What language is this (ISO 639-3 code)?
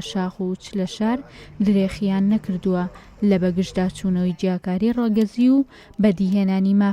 ckb